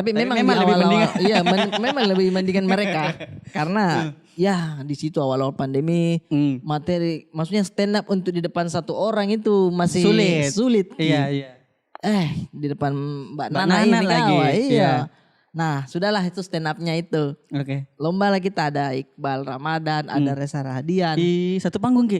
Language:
Makassar Malay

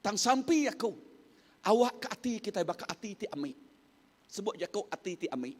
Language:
Iban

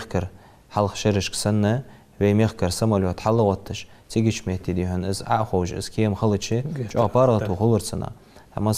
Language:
Ingush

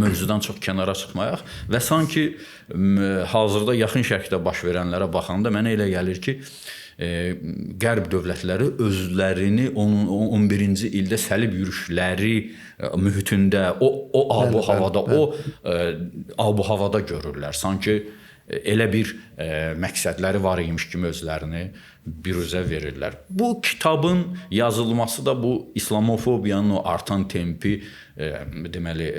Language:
Azerbaijani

